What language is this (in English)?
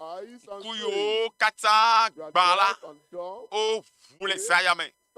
Ewe